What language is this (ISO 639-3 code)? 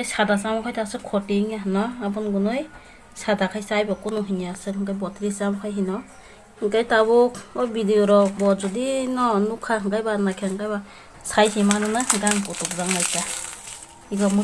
trp